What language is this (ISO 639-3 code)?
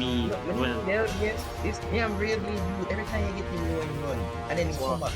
jam